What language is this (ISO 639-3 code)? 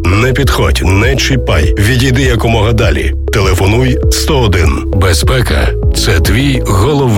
ukr